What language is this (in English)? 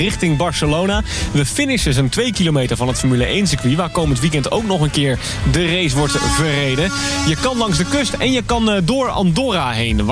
Dutch